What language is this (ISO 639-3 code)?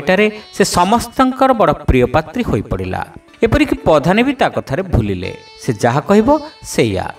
ori